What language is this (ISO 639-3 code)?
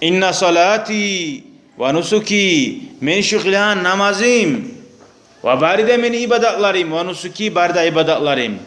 kum